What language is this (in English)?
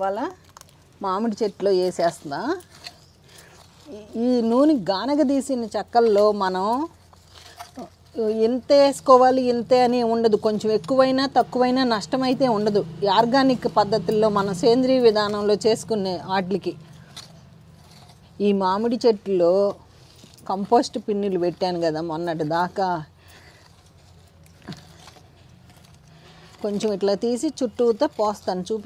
Telugu